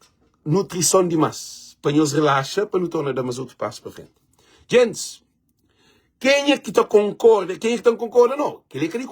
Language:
Kabuverdianu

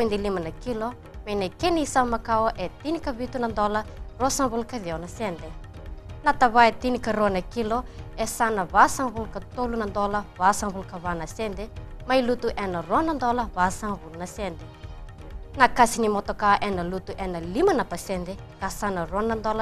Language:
Fijian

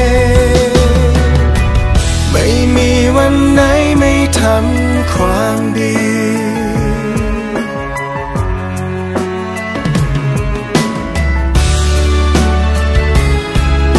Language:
Thai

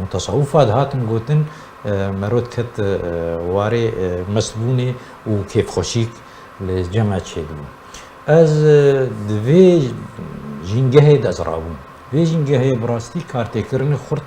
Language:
Kurdish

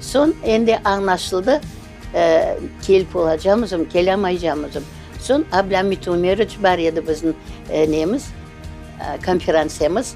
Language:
Crimean Tatar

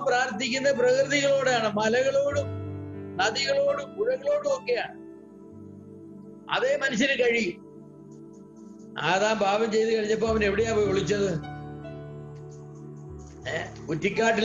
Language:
Malayalam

